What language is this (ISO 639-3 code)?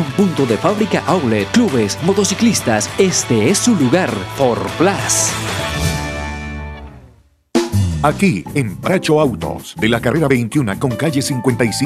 spa